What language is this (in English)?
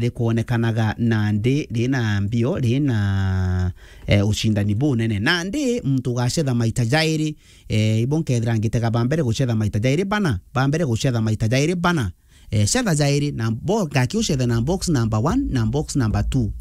Meru